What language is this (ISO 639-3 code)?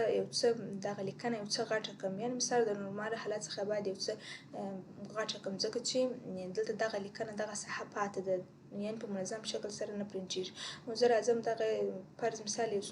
pus